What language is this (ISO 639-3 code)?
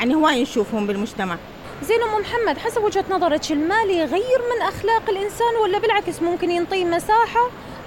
acm